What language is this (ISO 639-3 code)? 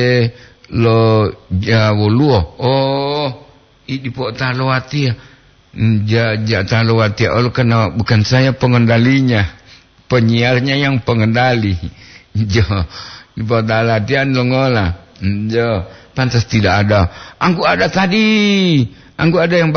gor